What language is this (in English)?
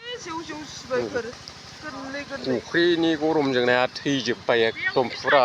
Bodo